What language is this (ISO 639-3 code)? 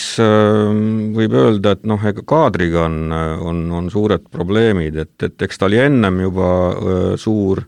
est